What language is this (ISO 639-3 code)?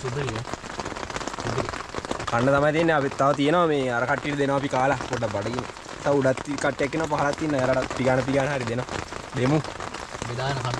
sin